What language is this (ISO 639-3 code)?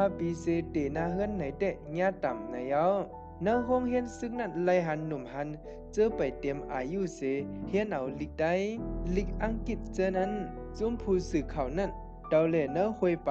shn